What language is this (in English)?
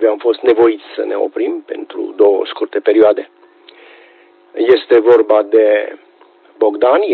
Romanian